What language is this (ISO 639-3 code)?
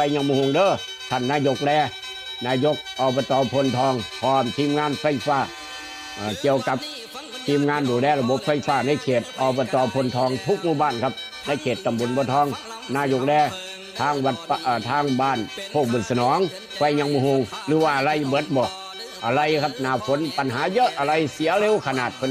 tts